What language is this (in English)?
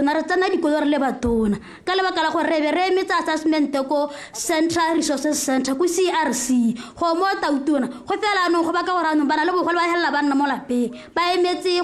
Tswana